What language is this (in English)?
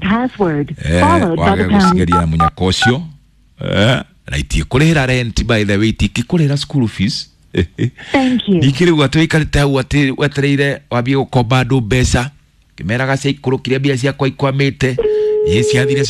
Kikuyu